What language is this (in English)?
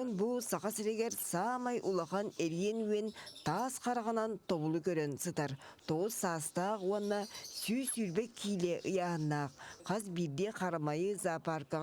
Yakut